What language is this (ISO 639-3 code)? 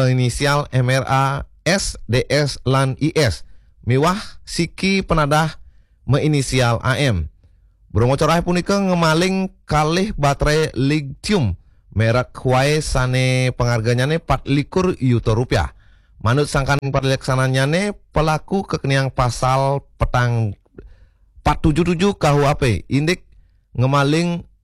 ban